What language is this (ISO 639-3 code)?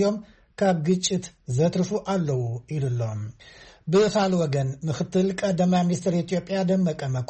tir